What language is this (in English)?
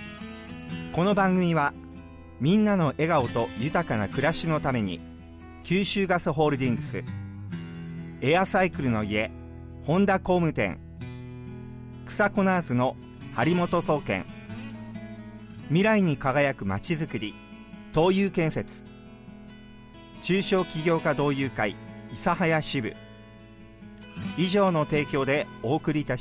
Japanese